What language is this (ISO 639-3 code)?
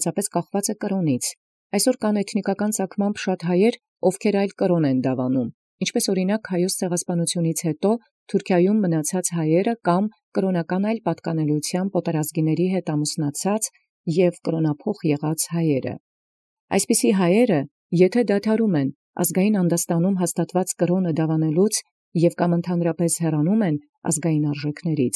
hye